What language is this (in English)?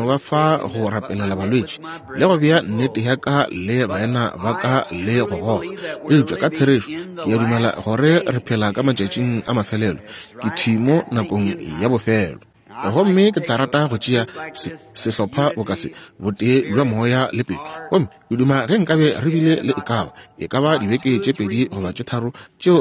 Northern Sotho